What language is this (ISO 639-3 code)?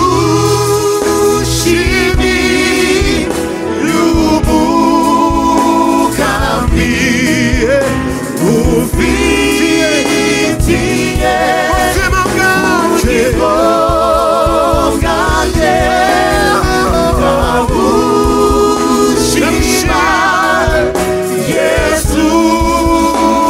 kin